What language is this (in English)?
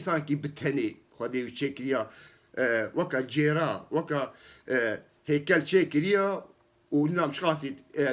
Kurdish